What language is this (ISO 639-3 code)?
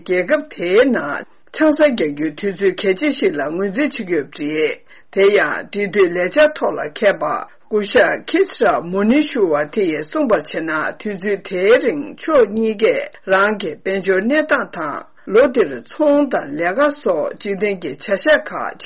bod